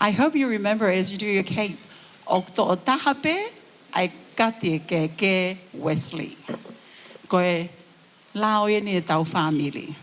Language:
Tongan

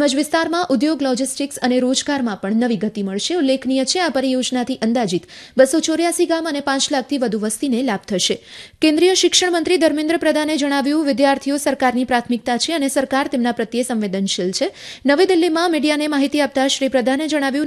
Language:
Gujarati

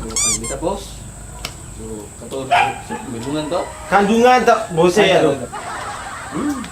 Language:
Ambonese Malay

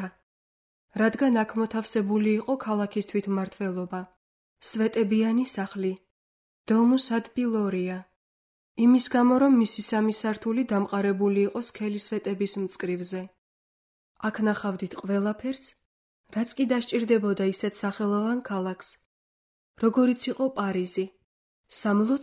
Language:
Georgian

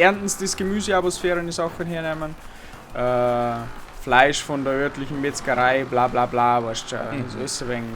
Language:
Bavarian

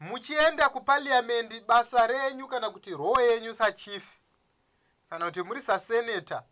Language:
Shona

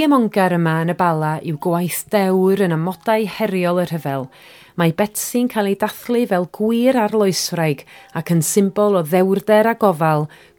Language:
Welsh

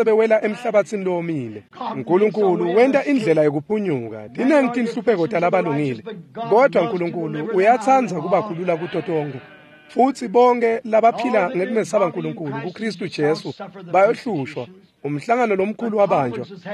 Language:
Swati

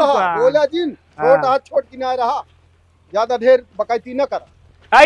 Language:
Awadhi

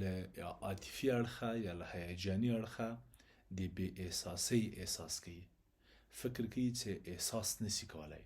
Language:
Pashto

